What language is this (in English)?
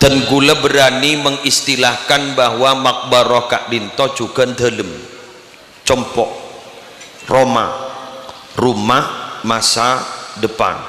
Madurese